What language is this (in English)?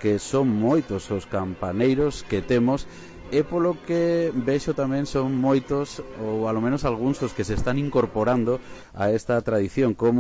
Galician